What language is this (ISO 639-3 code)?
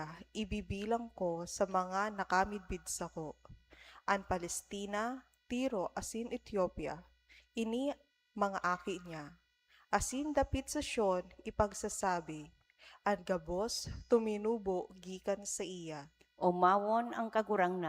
bik